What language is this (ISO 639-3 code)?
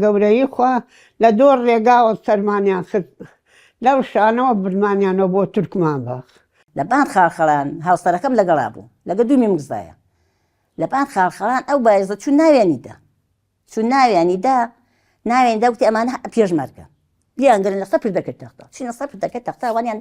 ckb